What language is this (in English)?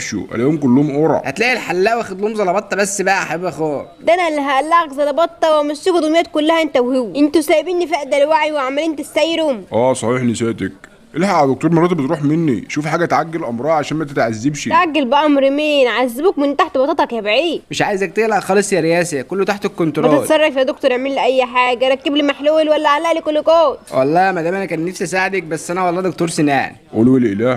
Egyptian Arabic